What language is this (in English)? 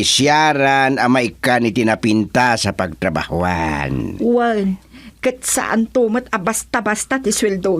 Iloko